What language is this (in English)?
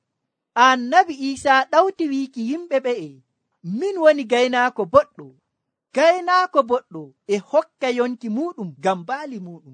Nigerian Fulfulde